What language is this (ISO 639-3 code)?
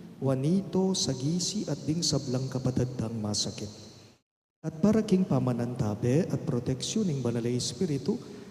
pam